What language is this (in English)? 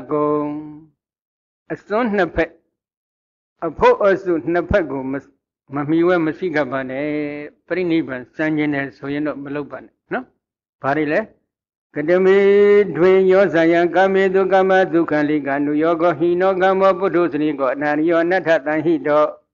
Burmese